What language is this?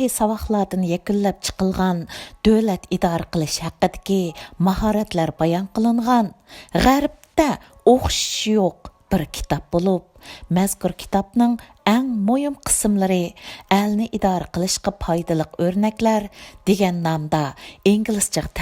Uyghur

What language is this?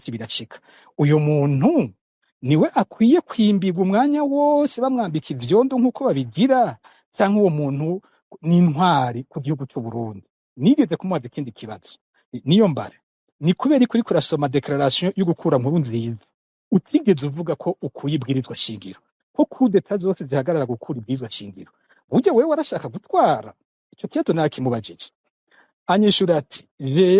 Rundi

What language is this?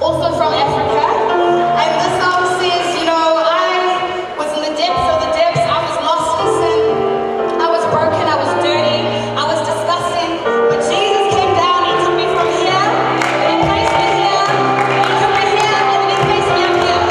Tongan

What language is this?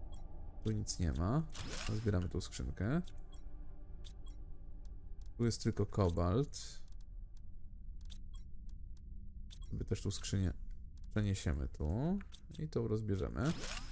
Polish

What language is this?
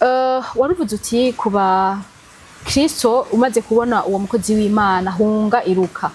Rundi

